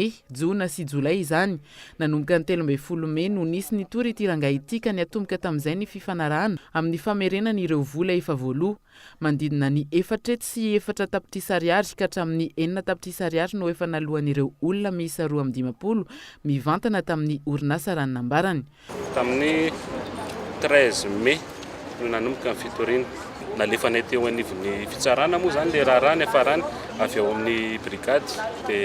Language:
Malagasy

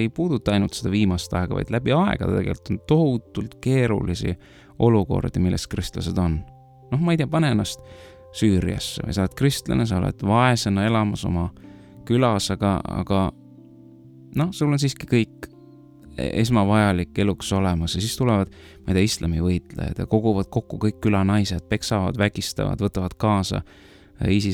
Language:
Estonian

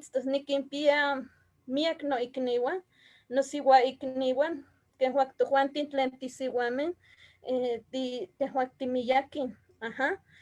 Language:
Eastern Huasteca Nahuatl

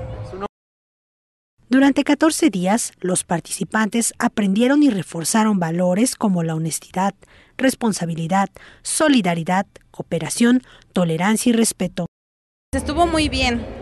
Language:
Spanish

